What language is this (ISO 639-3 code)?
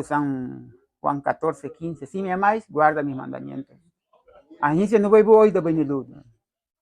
cab